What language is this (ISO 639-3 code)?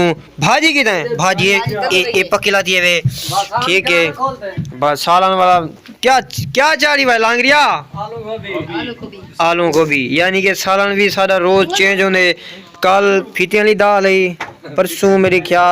skr